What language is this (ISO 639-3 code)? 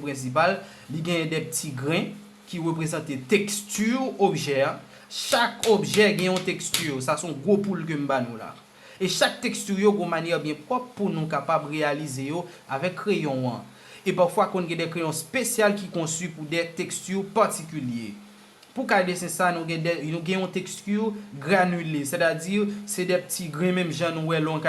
hat